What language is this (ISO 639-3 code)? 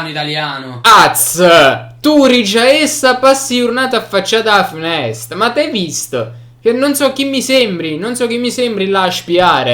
nap